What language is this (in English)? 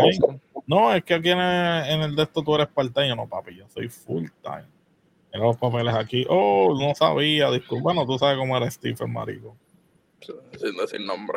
Spanish